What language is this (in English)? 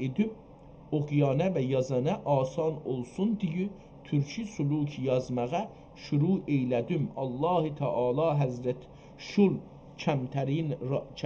South Azerbaijani